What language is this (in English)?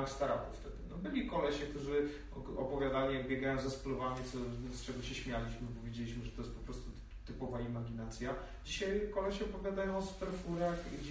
Polish